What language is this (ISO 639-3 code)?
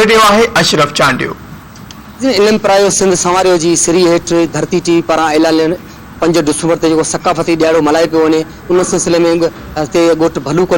snd